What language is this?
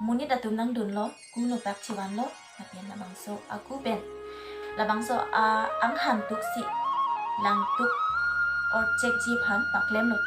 Karbi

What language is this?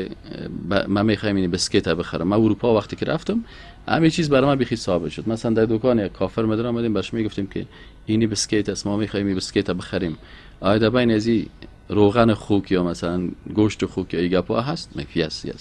Persian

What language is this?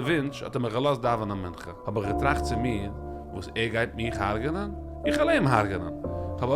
Yiddish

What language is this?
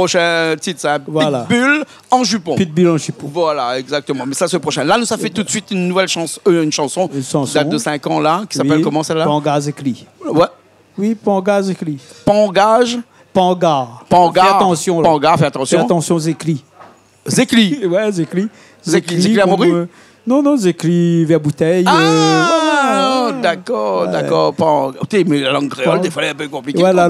Réunion Creole French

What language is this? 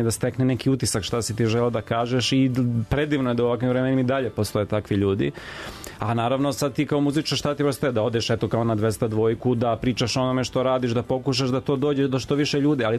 Serbian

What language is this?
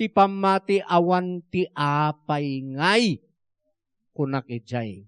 Iloko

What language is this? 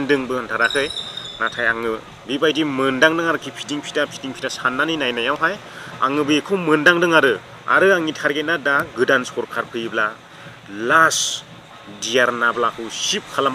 Bodo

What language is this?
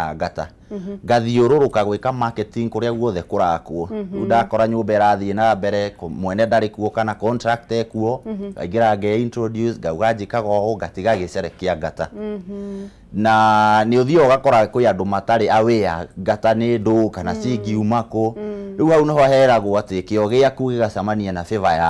Kikuyu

